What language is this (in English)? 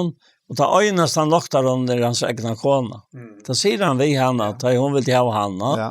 Faroese